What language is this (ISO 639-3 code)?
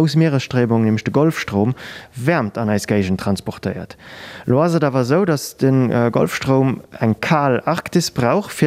ltz